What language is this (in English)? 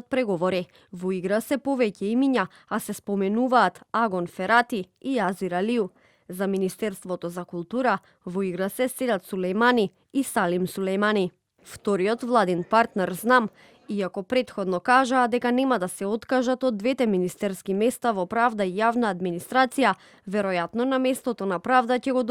Macedonian